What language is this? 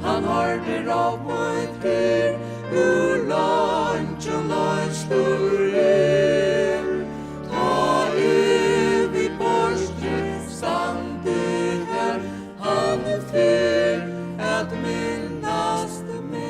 Faroese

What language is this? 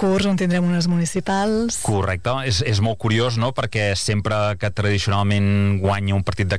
Catalan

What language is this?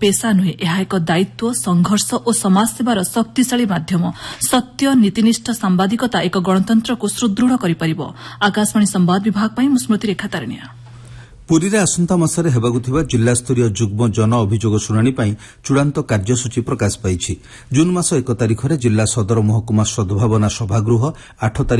Odia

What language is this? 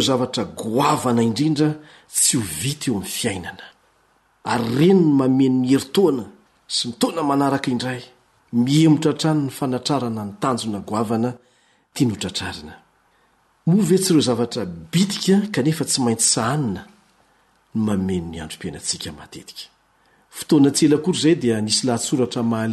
Malagasy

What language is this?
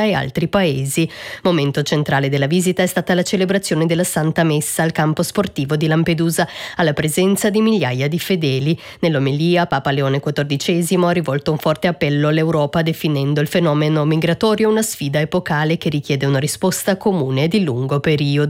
Italian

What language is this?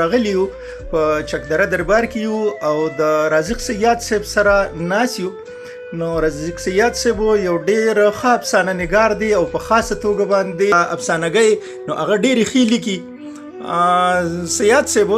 Pashto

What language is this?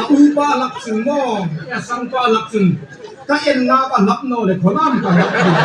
Hmar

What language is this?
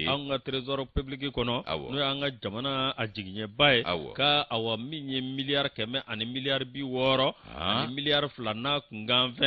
Bambara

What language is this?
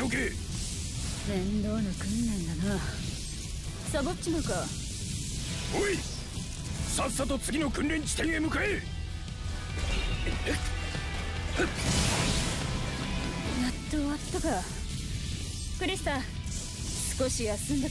Japanese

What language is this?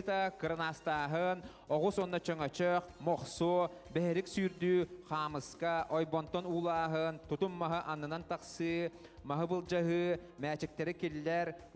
Yakut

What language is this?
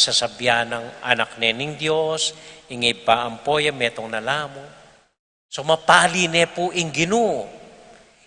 Pampanga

